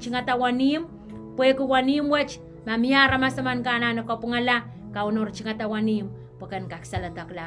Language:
Pohnpeian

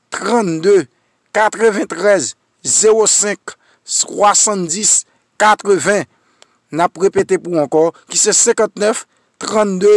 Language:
Haitian Creole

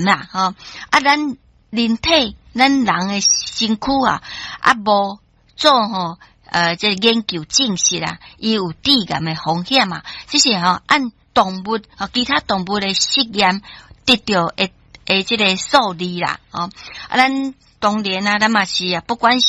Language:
Min Nan Chinese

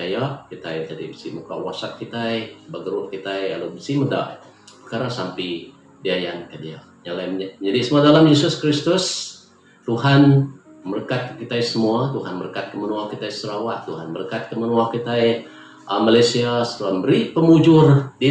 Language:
Iban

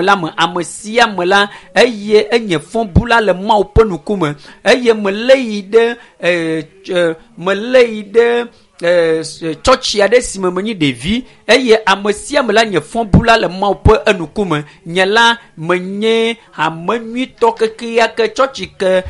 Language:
Ewe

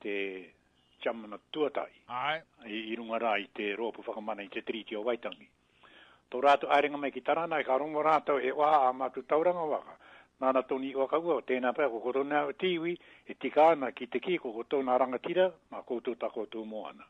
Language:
Māori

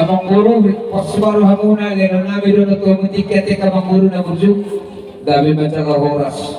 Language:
Batak Toba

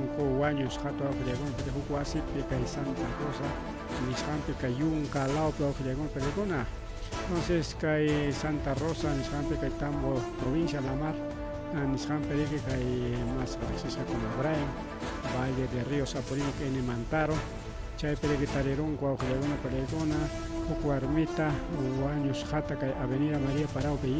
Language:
Ayacucho Quechua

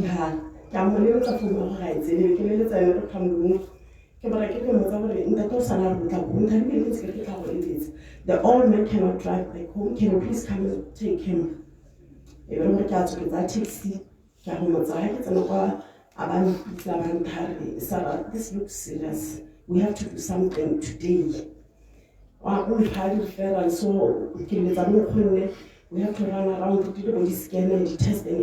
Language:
Tswana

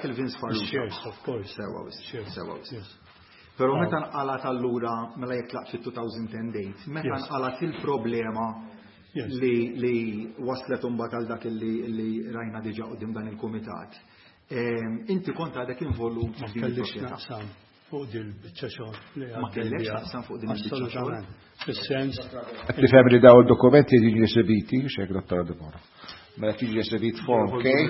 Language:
Maltese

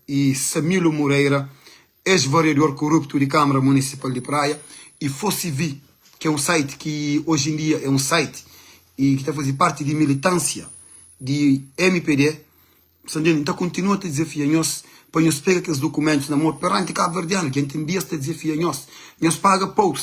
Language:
Kabuverdianu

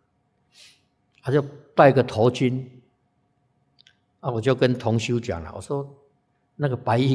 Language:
Chinese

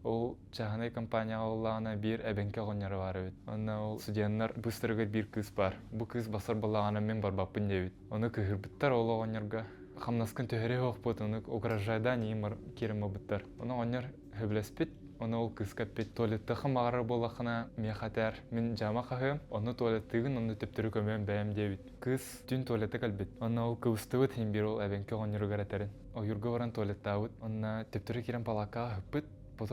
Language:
Yakut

